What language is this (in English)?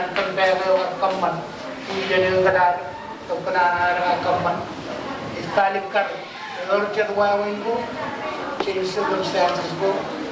Marshallese